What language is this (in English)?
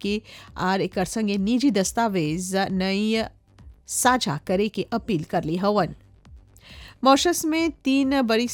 Bhojpuri